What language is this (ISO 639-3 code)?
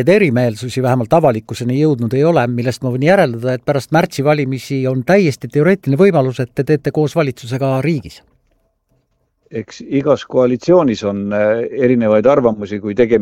est